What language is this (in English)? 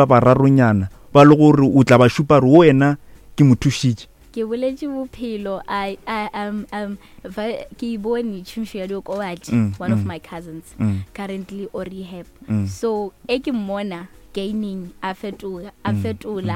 Northern Sotho